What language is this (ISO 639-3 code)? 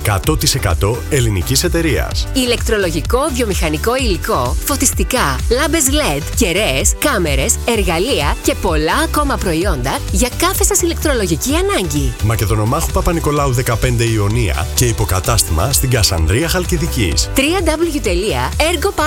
ell